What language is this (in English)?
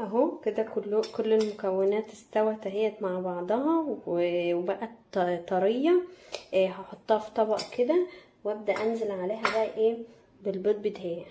Egyptian Arabic